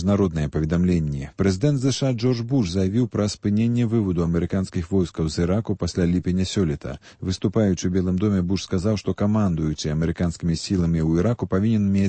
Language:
Belarusian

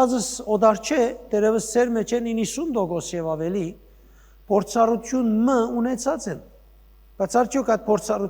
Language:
Western Armenian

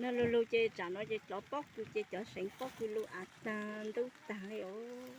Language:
Hmong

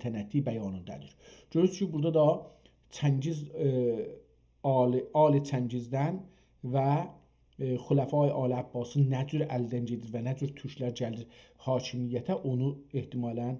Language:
South Azerbaijani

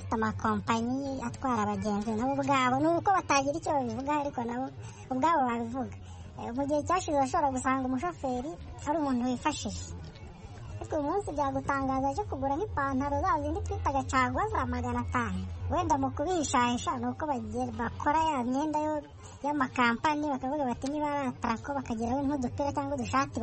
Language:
Kinyarwanda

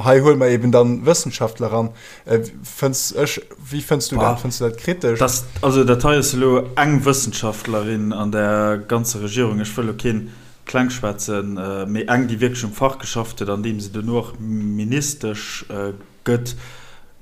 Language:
Luxembourgish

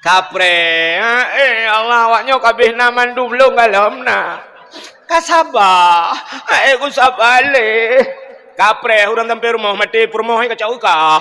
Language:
Achinese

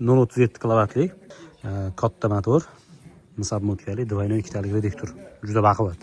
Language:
Uzbek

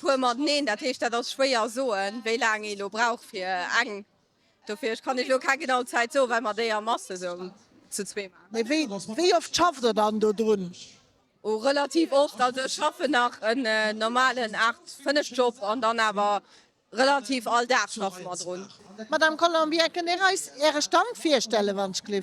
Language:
Luxembourgish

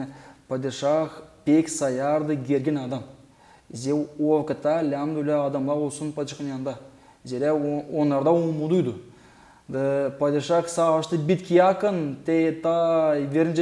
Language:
Gagauz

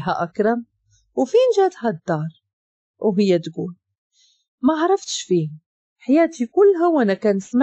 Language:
Moroccan Arabic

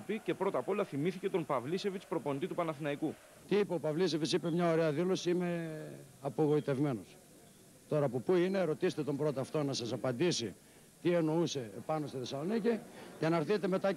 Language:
Greek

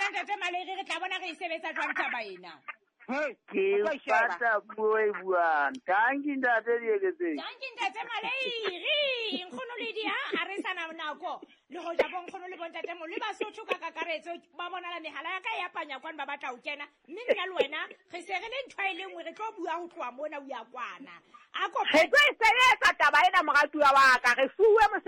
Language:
Southern Sotho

